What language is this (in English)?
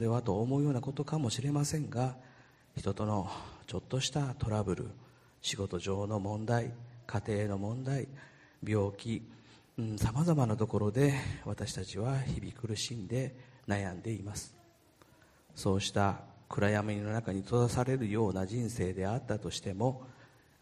Japanese